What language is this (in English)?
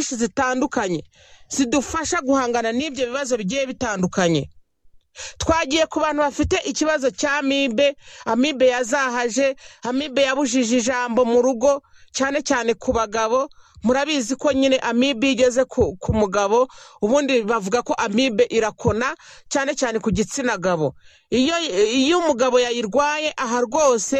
Kinyarwanda